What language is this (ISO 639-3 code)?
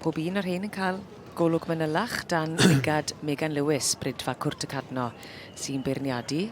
cym